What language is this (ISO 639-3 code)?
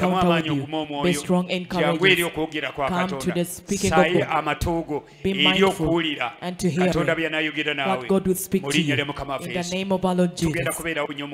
lug